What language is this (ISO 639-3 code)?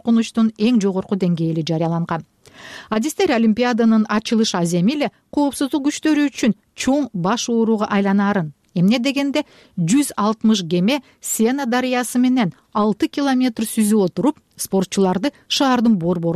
kir